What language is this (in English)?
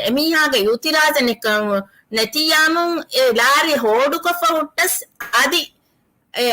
Divehi